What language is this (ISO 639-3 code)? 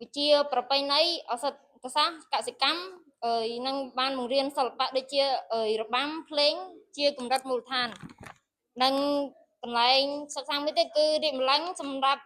khm